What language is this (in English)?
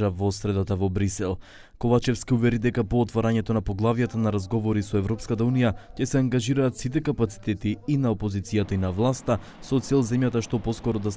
Macedonian